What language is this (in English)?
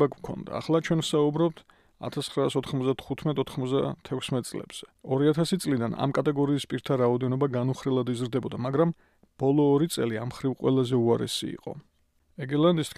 Georgian